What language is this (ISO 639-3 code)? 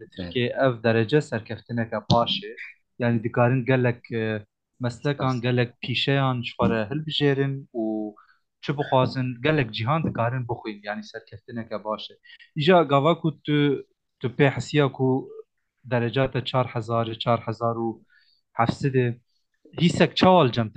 kur